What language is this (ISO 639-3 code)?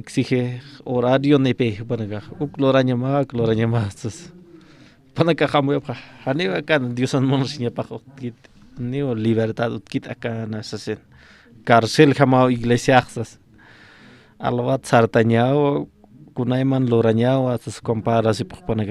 aym